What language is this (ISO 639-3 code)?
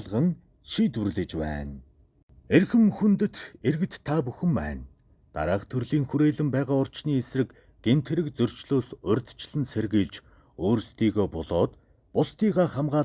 mon